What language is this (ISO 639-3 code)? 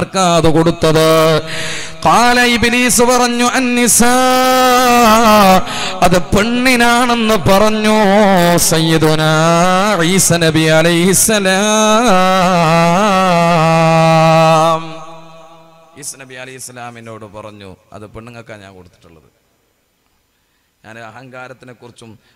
mal